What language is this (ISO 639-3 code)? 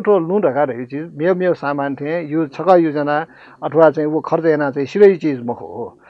new